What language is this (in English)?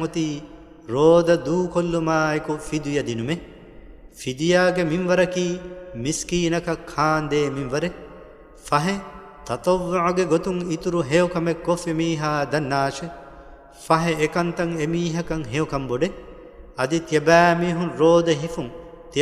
Divehi